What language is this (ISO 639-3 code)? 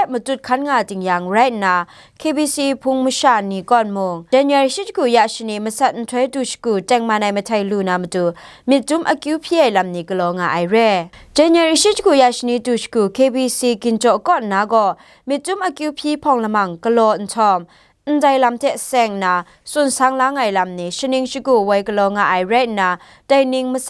kac